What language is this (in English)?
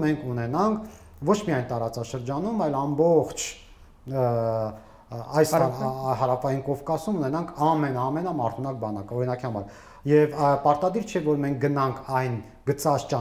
Armenian